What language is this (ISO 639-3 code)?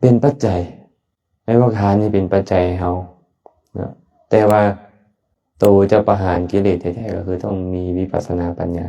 lao